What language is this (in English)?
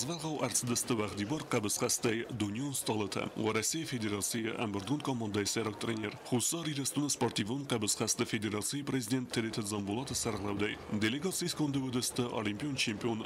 Ossetic